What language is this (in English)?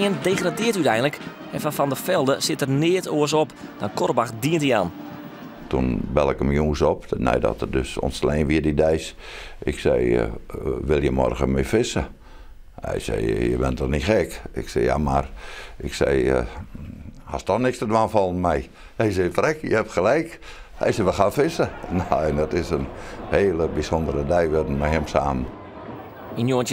Western Frisian